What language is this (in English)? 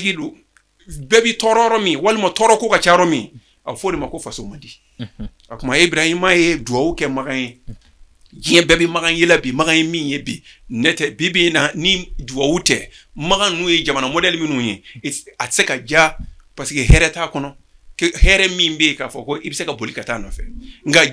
Bambara